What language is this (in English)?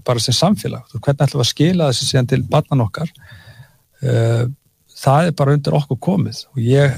Icelandic